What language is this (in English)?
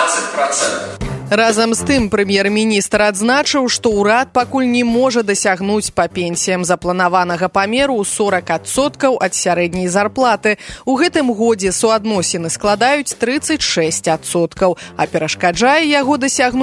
Belarusian